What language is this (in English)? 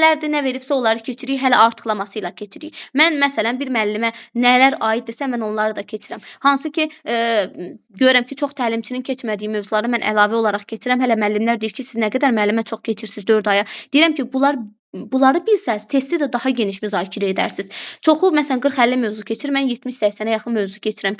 Azerbaijani